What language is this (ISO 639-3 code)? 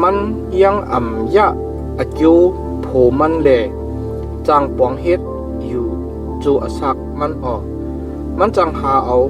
shn